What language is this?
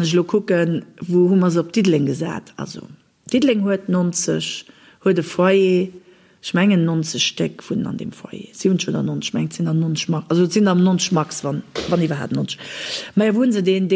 Luxembourgish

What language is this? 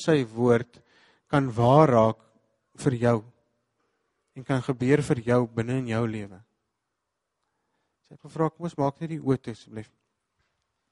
Afrikaans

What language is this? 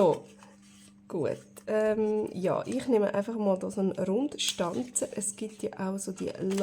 Swiss German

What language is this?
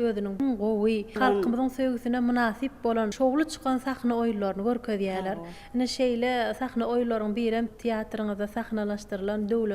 Turkmen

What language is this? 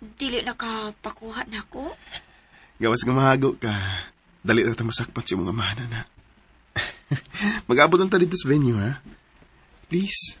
Cebuano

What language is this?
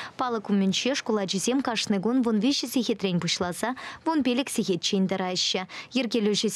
Chuvash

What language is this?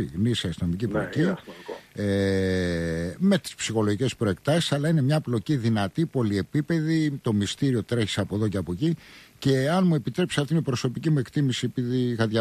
Greek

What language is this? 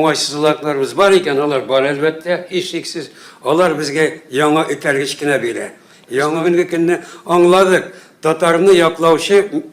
Tatar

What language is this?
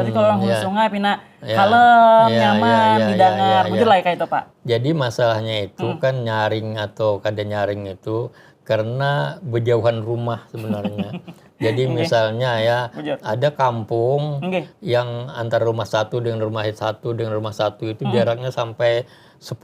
Banjar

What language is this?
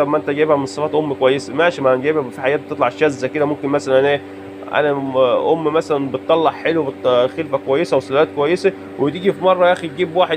Egyptian Arabic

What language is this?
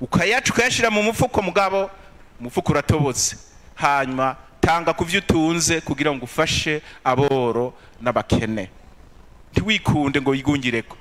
Rundi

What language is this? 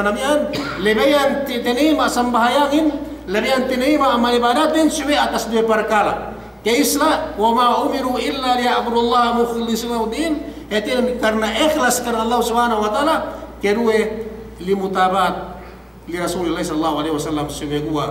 Yakan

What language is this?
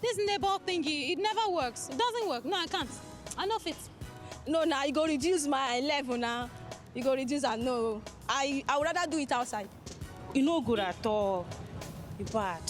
Nigerian Pidgin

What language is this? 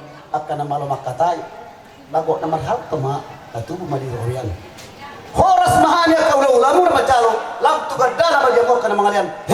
Batak Toba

